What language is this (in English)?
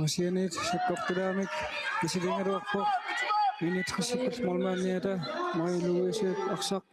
Kalaallisut